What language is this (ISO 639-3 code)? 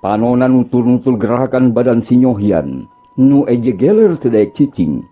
sun